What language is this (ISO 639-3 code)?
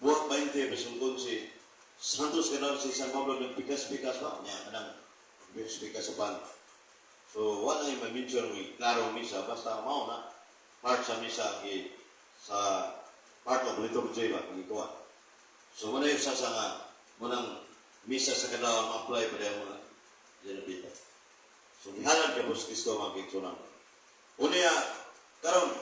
ceb